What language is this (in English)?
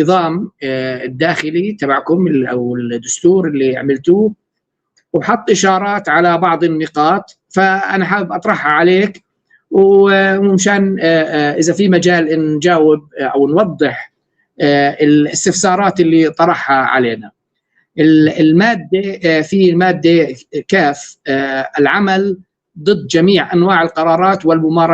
North Levantine Arabic